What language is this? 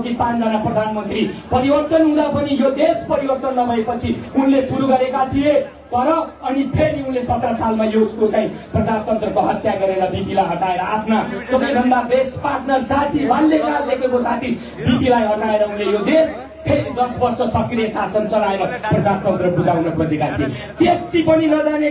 Nepali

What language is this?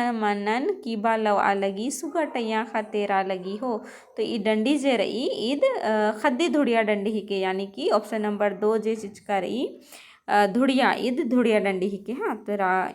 Kurukh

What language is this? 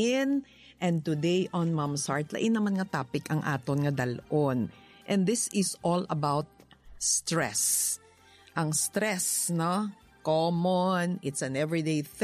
Hiligaynon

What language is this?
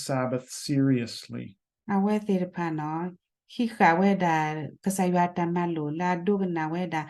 S'gaw Karen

